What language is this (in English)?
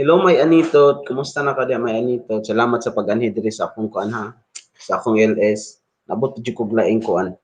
Cebuano